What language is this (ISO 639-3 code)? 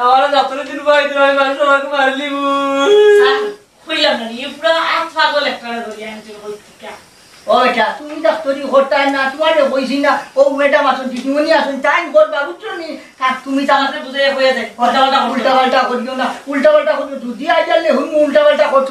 syl